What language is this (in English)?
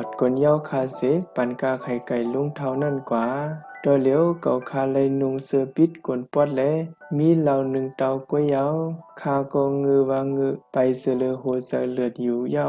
Shan